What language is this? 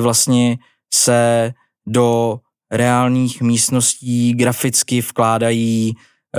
Czech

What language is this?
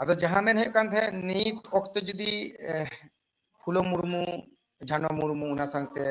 Santali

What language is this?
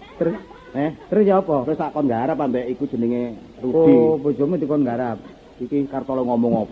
Javanese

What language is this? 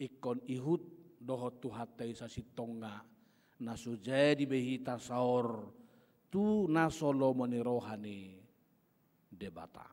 Batak Toba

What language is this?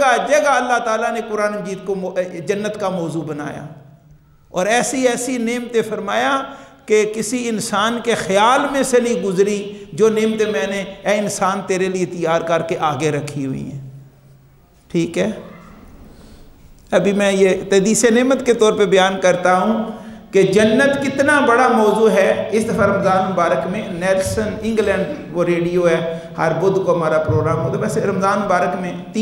Urdu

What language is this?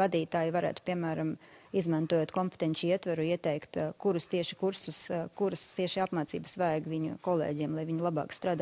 Latvian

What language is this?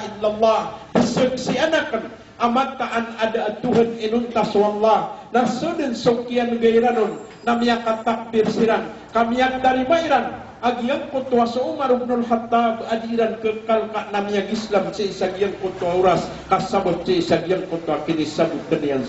Maranao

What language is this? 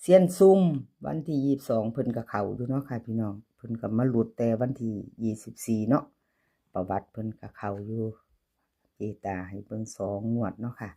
Northeastern Thai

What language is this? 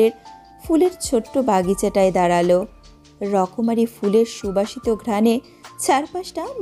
Bangla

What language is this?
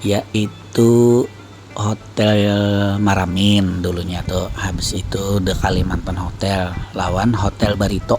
Banjar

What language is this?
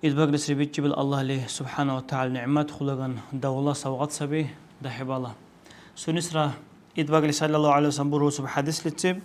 Dargwa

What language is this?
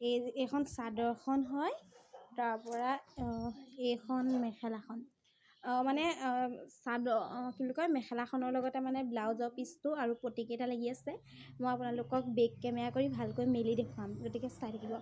Assamese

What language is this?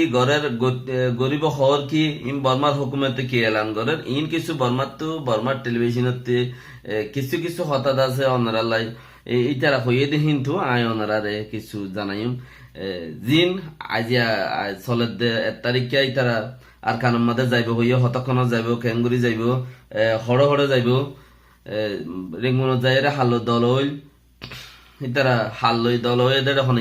Rohingya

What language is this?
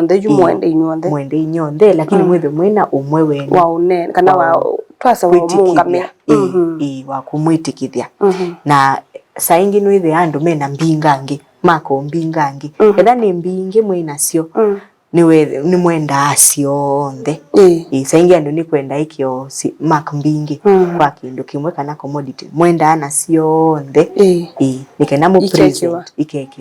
Kamba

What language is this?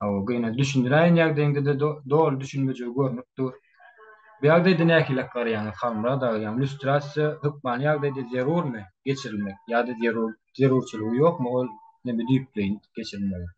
Turkmen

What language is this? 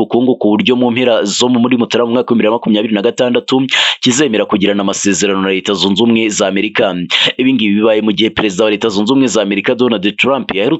Kinyarwanda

